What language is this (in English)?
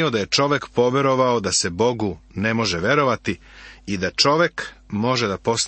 Serbian